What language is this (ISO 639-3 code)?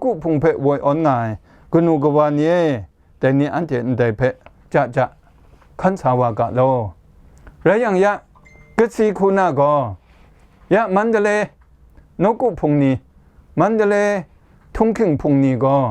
kac